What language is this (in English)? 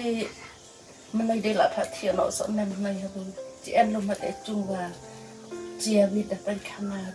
Khasi